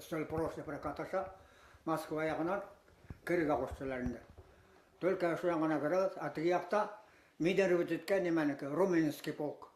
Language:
Bashkir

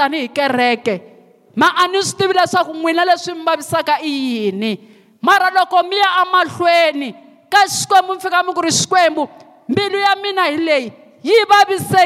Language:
Tsonga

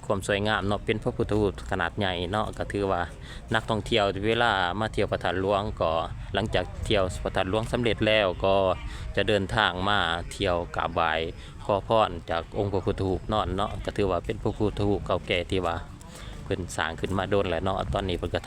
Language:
Lao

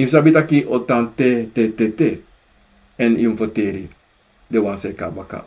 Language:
Sranan Tongo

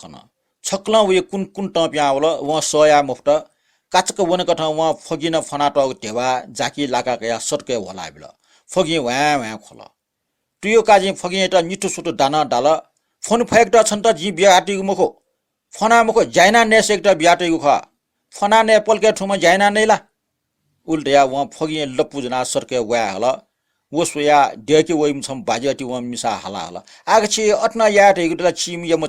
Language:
Newari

